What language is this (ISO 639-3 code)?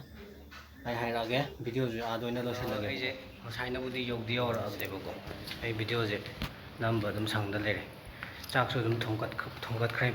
mni